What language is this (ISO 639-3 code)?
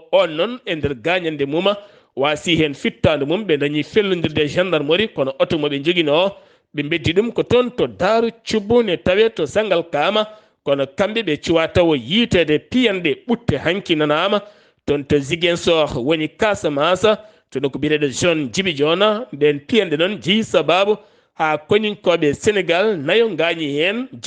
ful